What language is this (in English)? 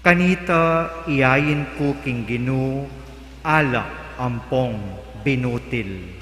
Pampanga